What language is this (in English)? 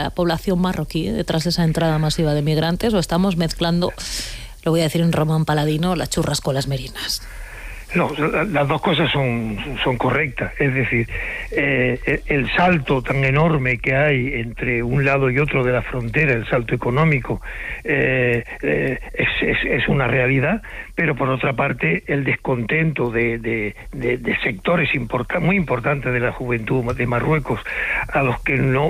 Spanish